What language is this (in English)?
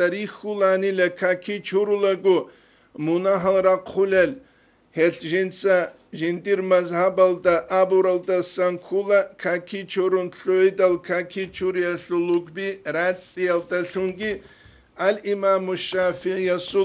Avaric